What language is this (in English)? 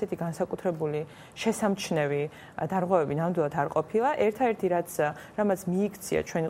Georgian